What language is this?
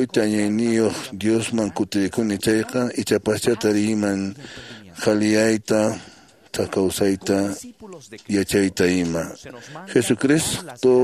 Quechua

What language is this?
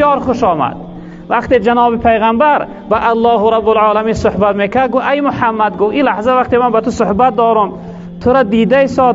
Tajik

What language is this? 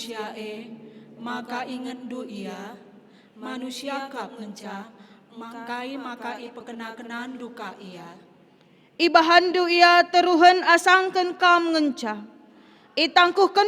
Batak Karo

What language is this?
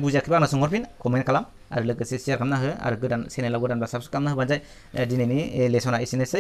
Bodo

